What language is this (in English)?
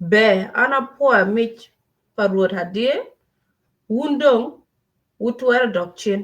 Acoli